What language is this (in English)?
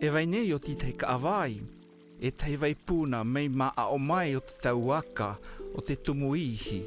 South Marquesan